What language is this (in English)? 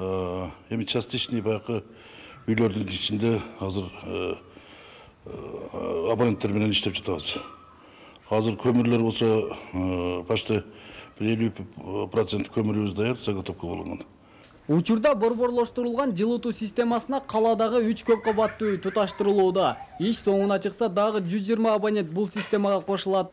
Kyrgyz